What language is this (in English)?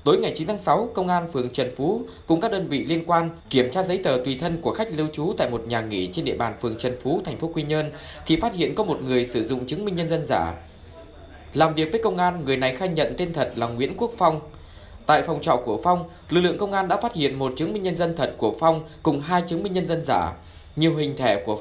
Vietnamese